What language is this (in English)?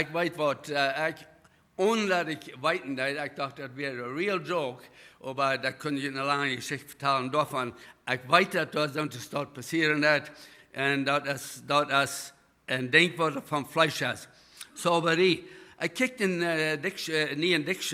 Plautdietsch